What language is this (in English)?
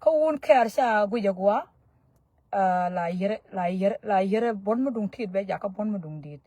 Nuer